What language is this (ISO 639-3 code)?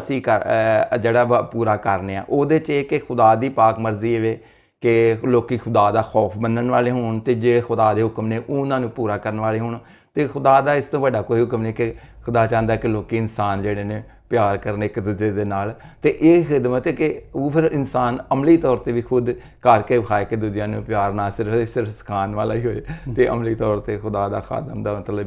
pan